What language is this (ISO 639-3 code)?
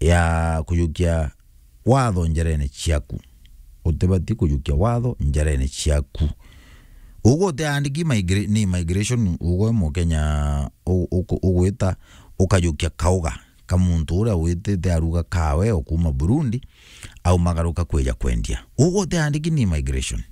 mer